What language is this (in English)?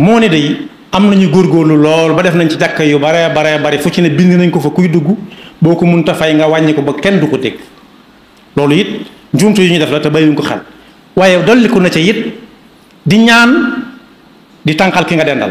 Wolof